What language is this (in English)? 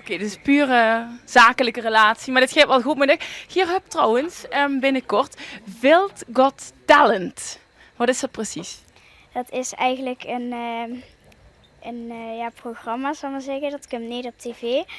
Limburgish